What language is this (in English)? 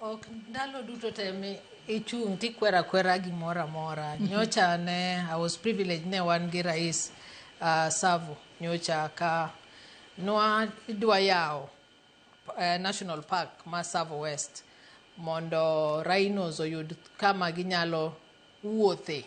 Luo (Kenya and Tanzania)